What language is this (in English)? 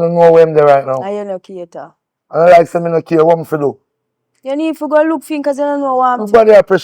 Jamaican Creole English